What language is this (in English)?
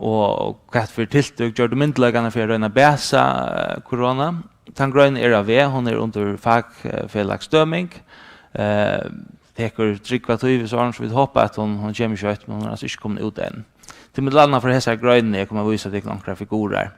Faroese